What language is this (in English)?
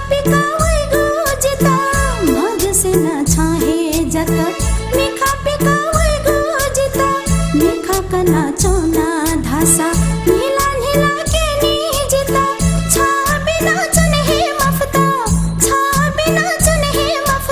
Newari